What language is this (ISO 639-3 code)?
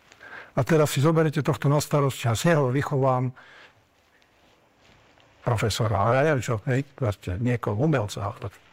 slk